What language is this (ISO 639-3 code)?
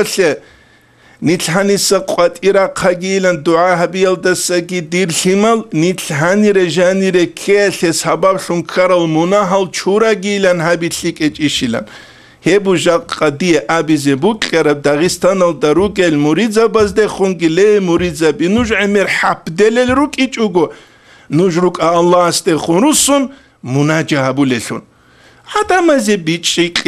ava